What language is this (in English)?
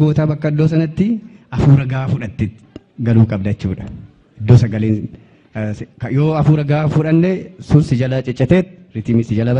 Oromo